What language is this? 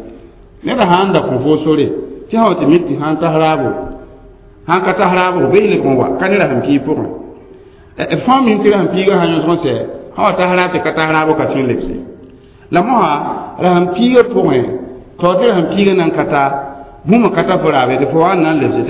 Mossi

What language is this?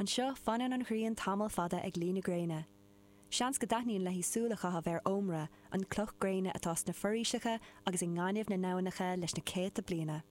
Irish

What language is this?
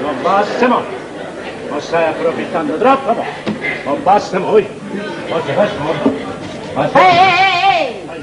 Neapolitan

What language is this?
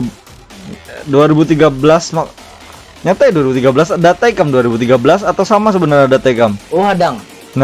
Banjar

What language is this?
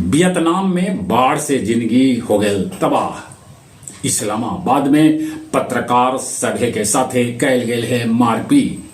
Magahi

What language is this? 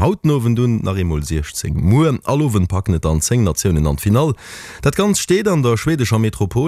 Luxembourgish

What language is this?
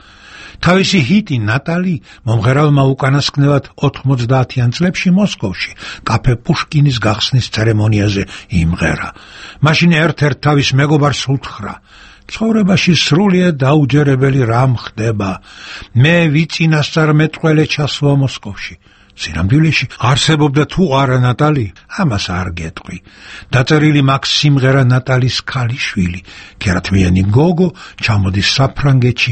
Georgian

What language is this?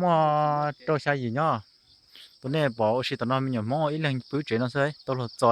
Hmong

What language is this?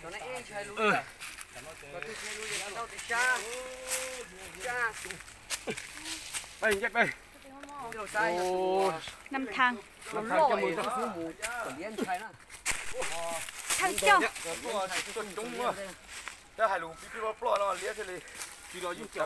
Vietnamese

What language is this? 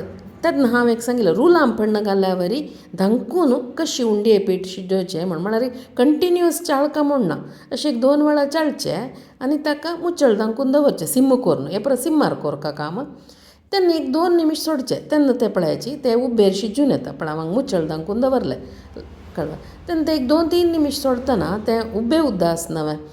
Konkani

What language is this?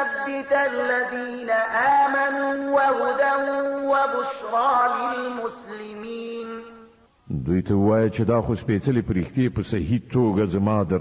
Pashto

